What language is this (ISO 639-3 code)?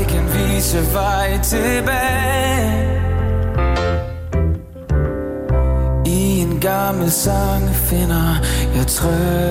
dan